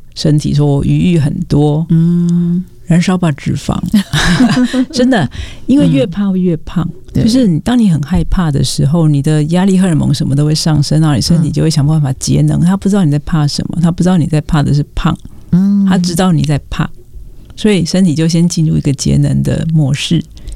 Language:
Chinese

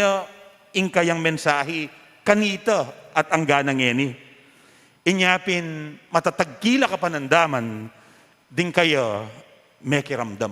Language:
Pampanga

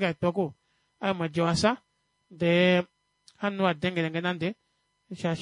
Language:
Kuanyama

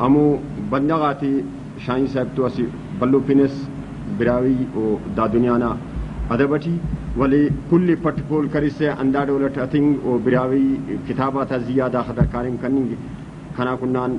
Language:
Brahui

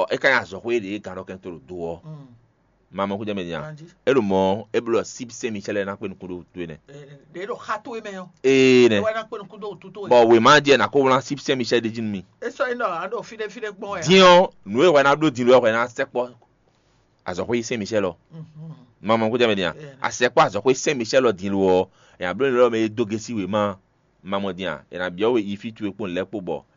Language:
Fon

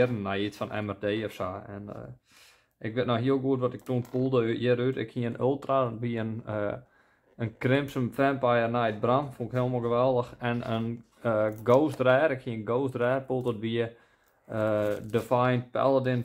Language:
Western Frisian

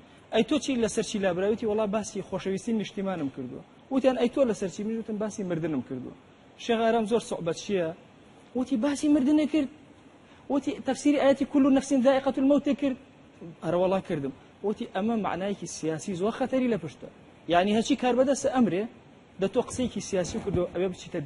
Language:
Central Kurdish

